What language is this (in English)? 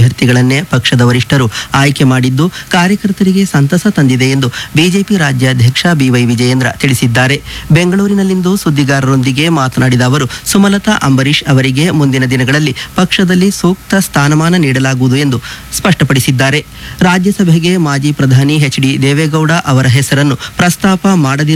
Kannada